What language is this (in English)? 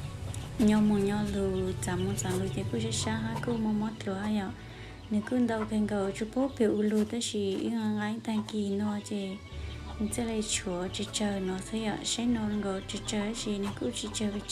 Hmong